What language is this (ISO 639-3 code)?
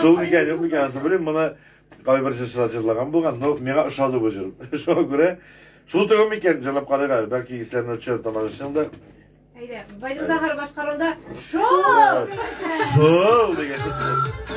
tat